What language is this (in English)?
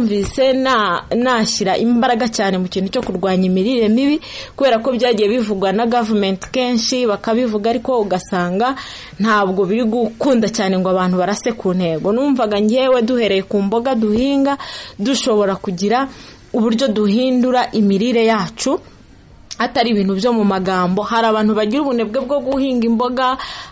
Kinyarwanda